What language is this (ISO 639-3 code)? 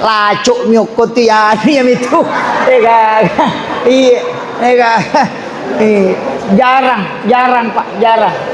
bug